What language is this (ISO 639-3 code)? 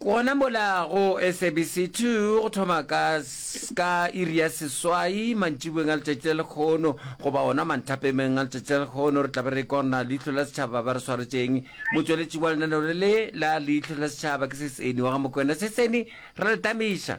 nso